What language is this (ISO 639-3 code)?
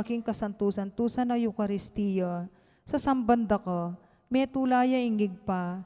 pam